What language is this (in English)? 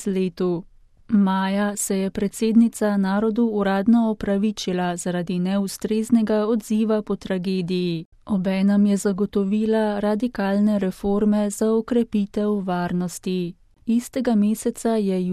Slovenian